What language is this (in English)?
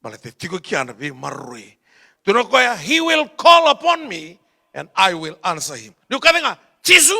Fijian